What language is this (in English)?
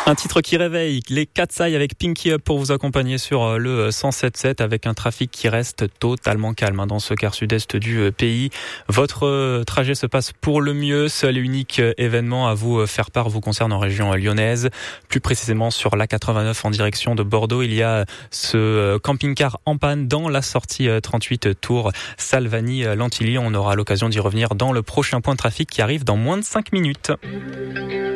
French